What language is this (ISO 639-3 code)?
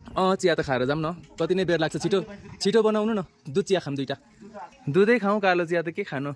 nep